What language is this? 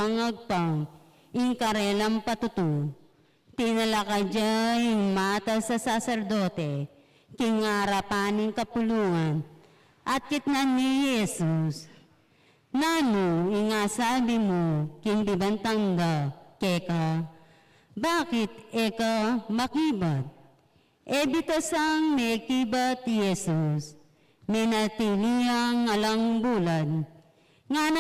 Pampanga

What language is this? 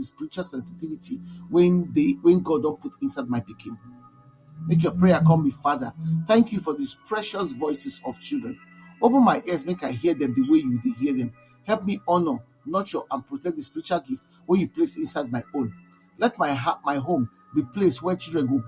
Nigerian Pidgin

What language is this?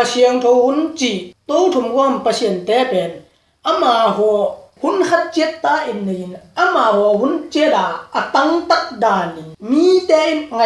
Tedim Chin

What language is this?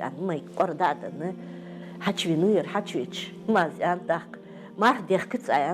Ingush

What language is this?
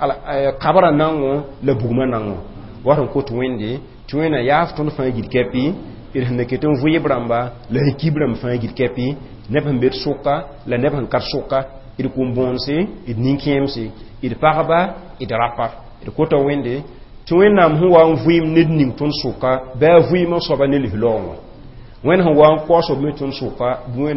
Mossi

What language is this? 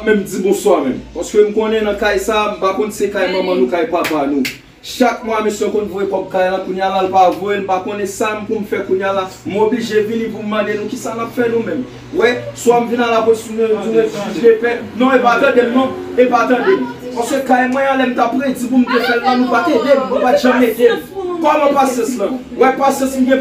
Haitian Creole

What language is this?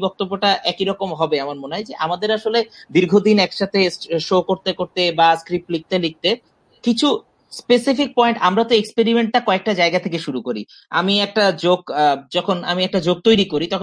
Bangla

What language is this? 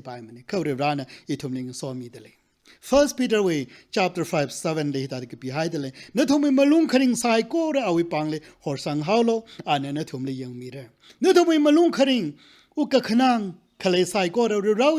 Tangkhul Naga (India)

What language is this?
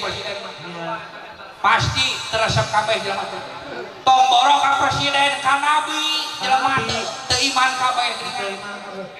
Sundanese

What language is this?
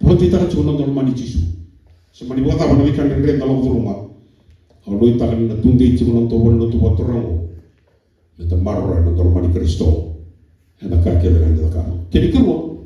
Fijian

